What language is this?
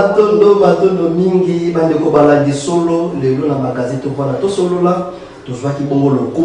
Lingala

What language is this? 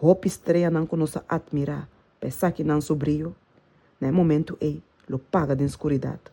Papiamento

